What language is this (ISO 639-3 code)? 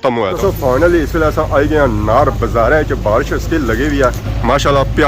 phr